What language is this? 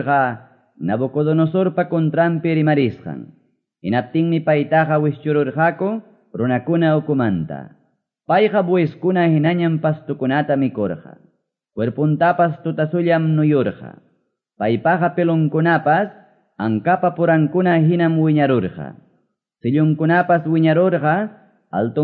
Quechua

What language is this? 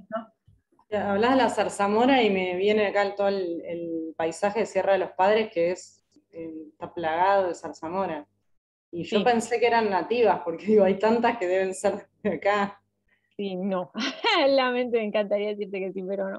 Spanish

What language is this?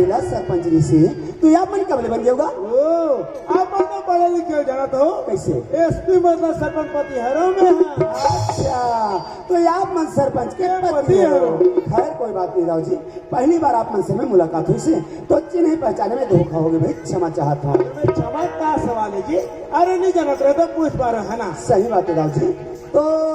Chhattisgarhi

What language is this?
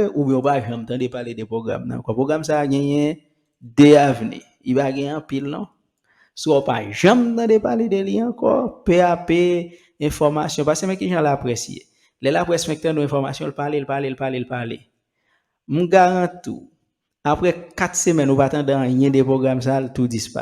Haitian Creole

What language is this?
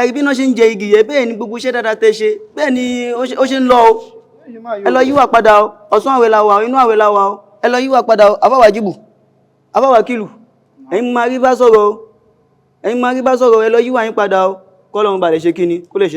Yoruba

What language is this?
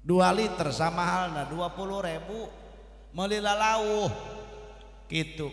Sundanese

